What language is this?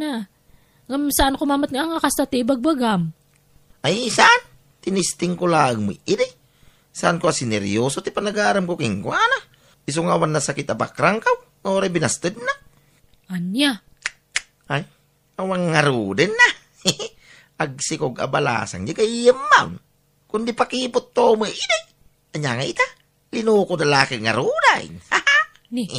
Iloko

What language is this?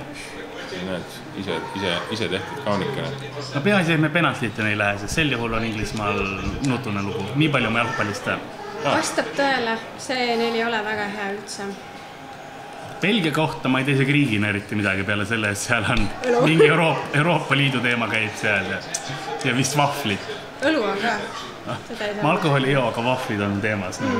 Estonian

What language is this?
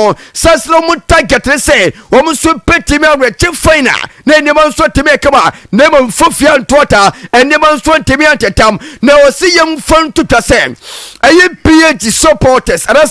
Akan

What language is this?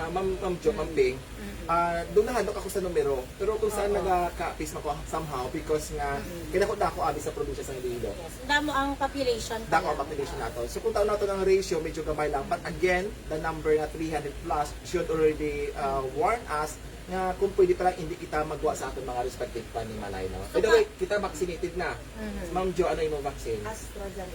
Hiligaynon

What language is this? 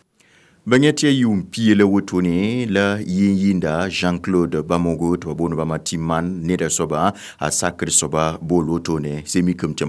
Mossi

